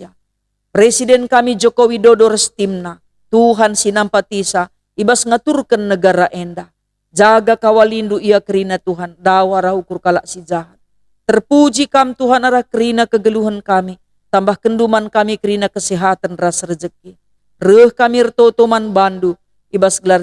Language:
Batak Karo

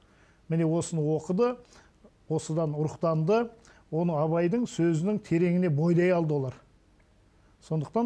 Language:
Kazakh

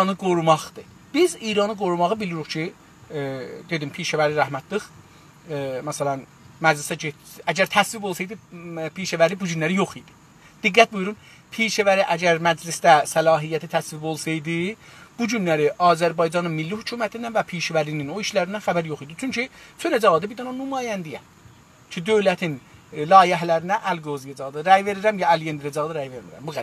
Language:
South Azerbaijani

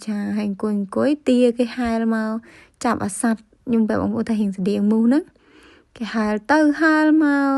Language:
Khmer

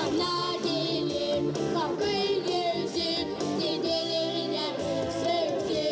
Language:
Gagauz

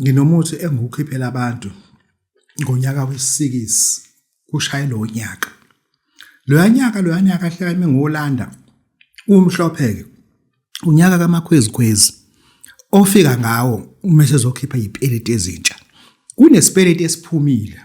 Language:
Zulu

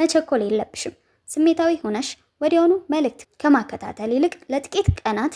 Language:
Amharic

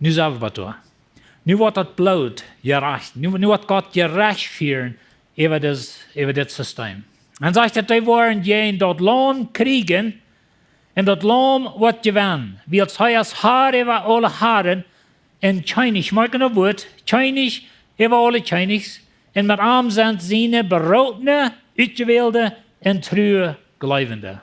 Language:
Plautdietsch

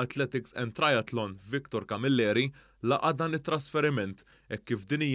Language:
Maltese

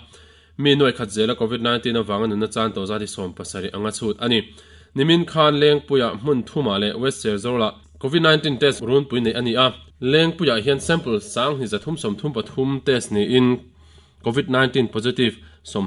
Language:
Mizo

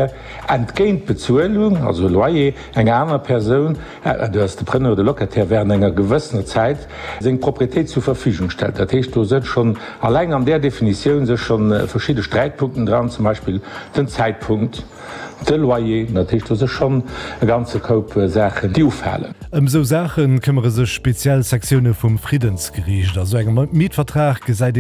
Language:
Luxembourgish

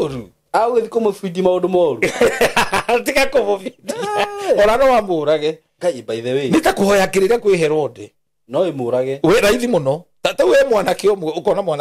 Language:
Kikuyu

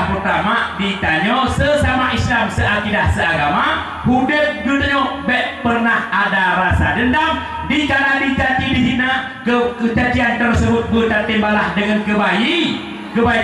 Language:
Achinese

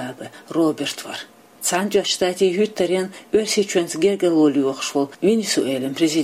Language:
Chechen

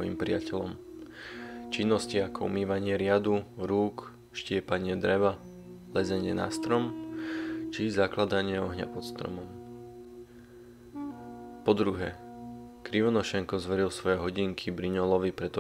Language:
Slovak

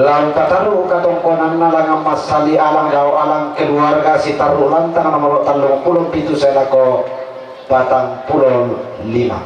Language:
Toraja-Sa'dan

